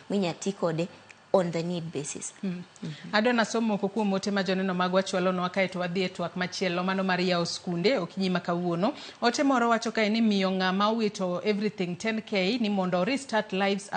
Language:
Luo (Kenya and Tanzania)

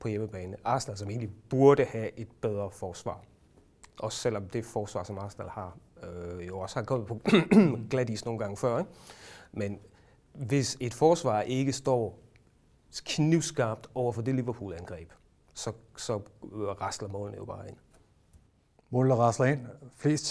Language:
Danish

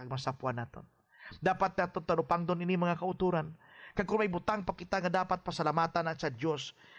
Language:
Hiligaynon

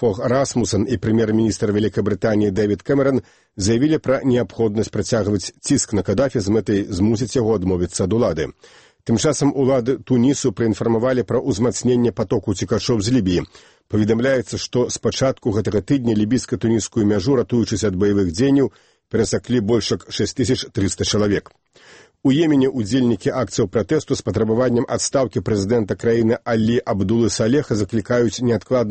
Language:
Belarusian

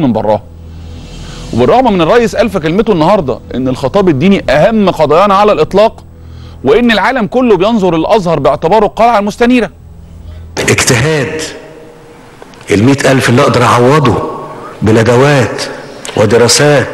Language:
Egyptian Arabic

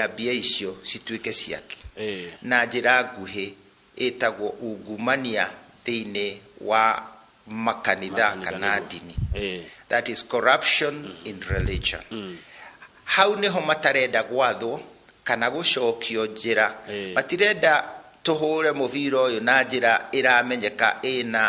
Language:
Kikuyu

